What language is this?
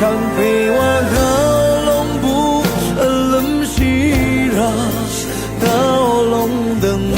Rawang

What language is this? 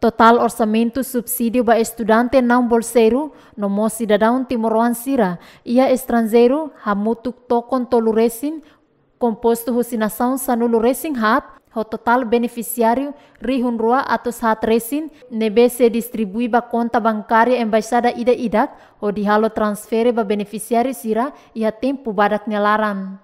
Tetum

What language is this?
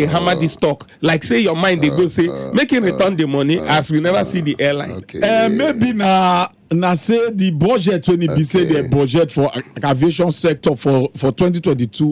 Nigerian Pidgin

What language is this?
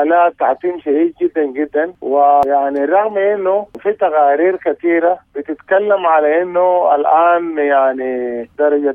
Sudanese Arabic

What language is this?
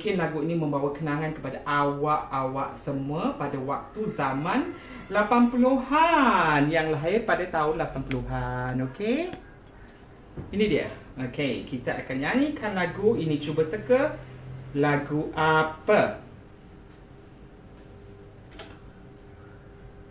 Malay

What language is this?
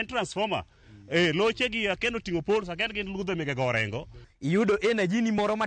Luo (Kenya and Tanzania)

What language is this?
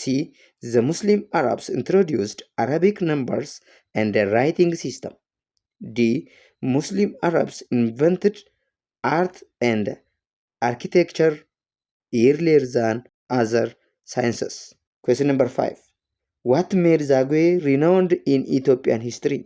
English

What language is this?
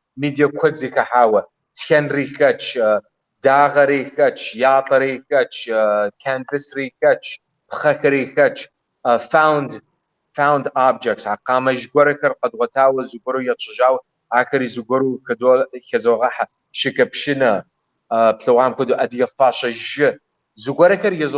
Kabardian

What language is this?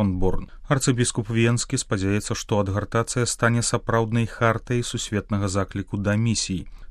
Belarusian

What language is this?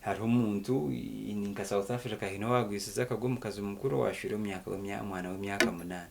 Nyankole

